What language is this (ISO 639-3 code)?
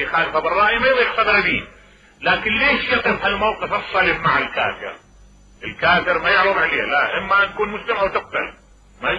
acm